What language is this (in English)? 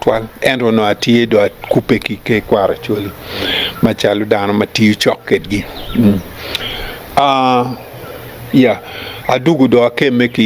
Acoli